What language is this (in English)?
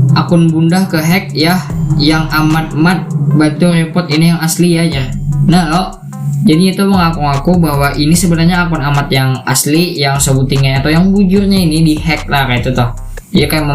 Banjar